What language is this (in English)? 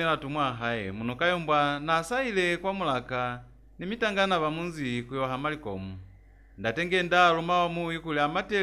Lozi